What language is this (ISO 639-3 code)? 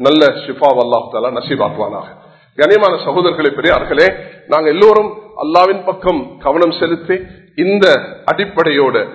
tam